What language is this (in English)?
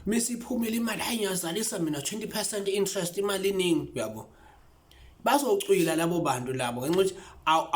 Zulu